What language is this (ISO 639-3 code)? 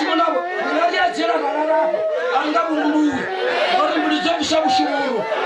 ven